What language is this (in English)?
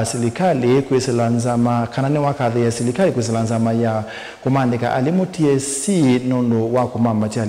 Kamba